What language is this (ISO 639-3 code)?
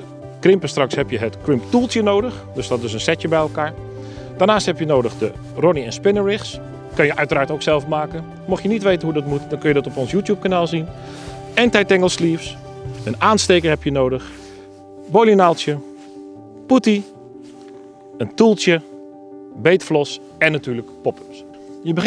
nld